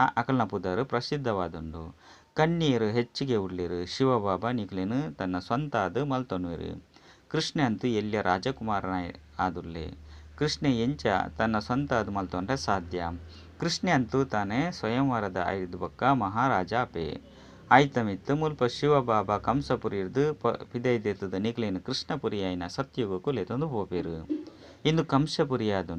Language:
Tulu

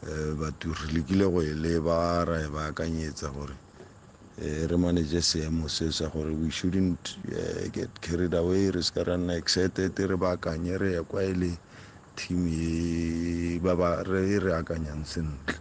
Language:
Tswana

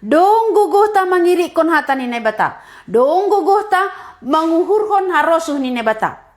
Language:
Batak Simalungun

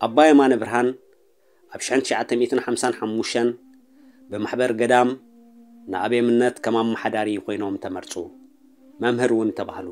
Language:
Tigrinya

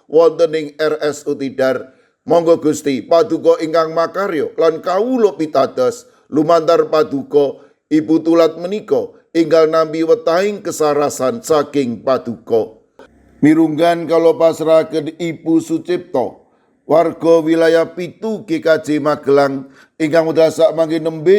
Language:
Javanese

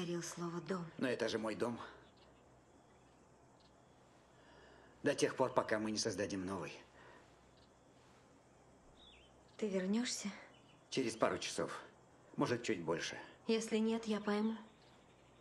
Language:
Russian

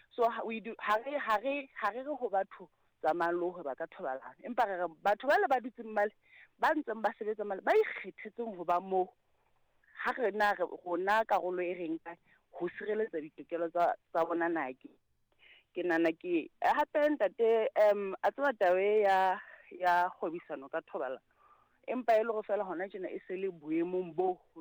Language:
Southern Sotho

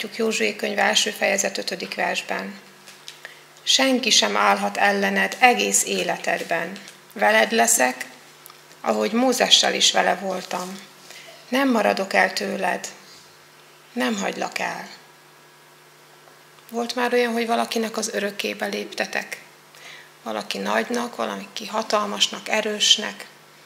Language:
Hungarian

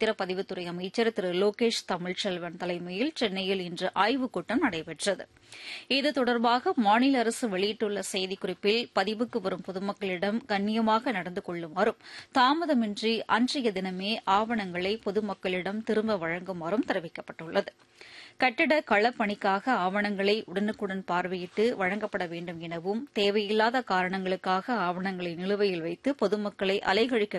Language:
Tamil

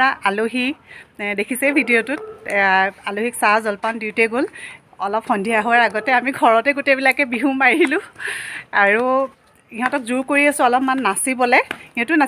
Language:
Assamese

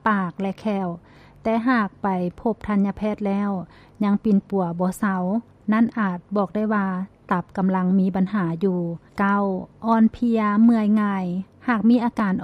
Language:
Lao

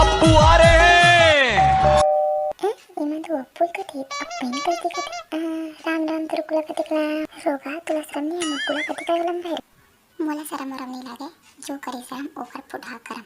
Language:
Chhattisgarhi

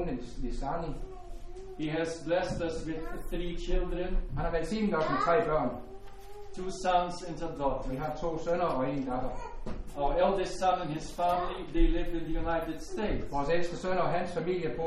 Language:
Danish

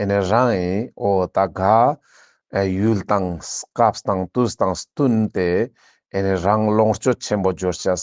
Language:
Ladakhi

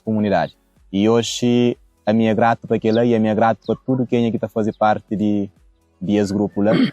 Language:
Kabuverdianu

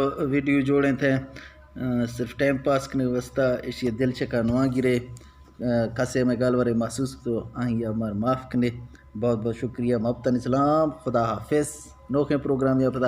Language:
Eastern Balochi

